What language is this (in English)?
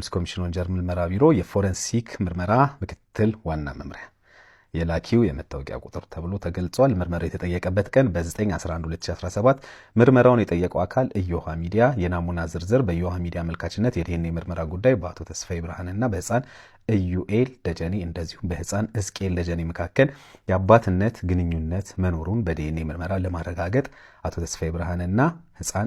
Amharic